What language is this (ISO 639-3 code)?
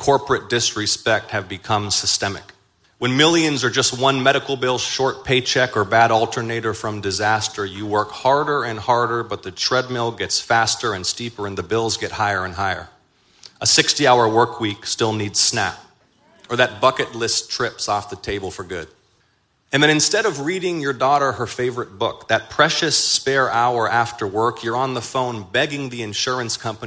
eng